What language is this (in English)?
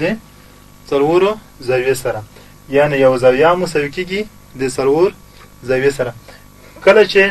Pashto